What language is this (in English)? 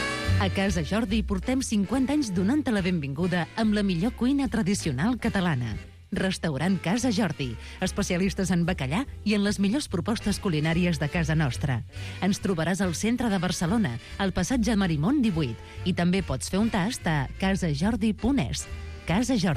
Catalan